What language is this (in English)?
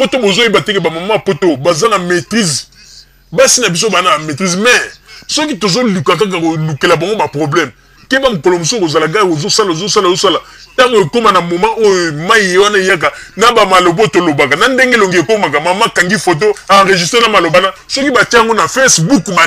Lingala